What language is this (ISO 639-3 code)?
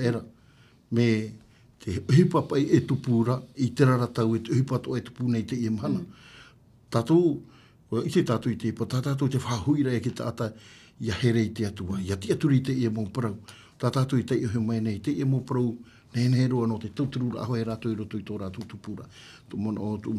tah